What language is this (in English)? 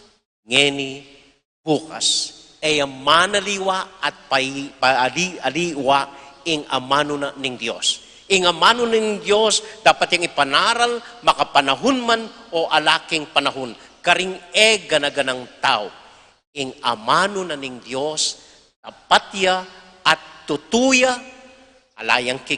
Pampanga